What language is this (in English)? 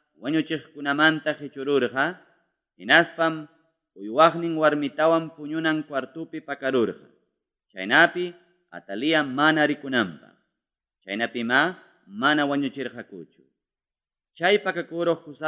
Ayacucho Quechua